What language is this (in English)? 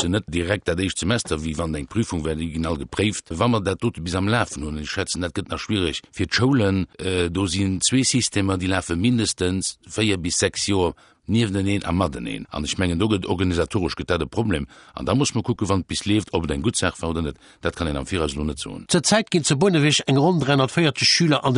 Luxembourgish